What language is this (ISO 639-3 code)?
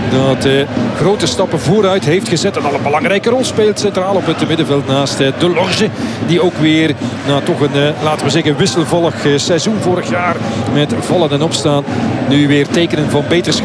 nld